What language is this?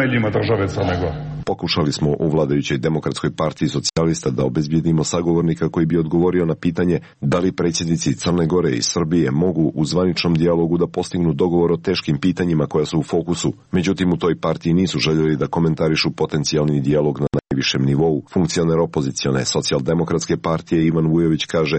Serbian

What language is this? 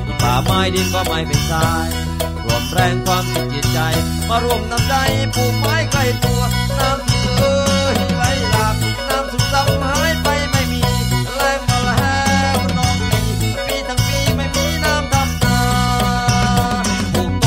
Thai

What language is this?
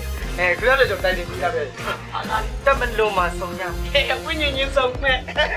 Burmese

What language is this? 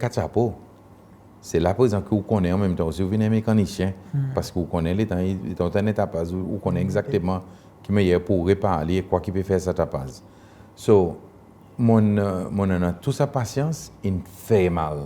Seselwa Creole French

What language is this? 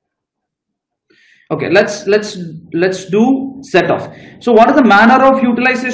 English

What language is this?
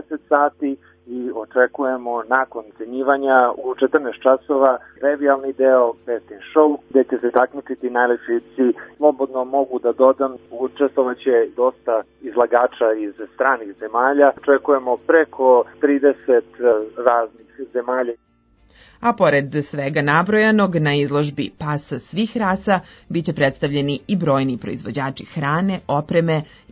Serbian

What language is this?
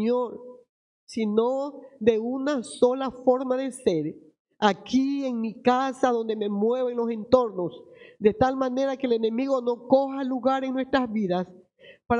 Spanish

